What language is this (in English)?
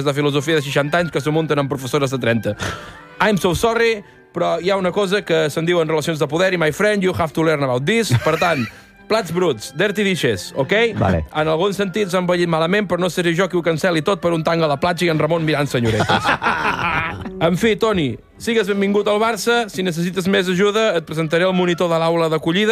Catalan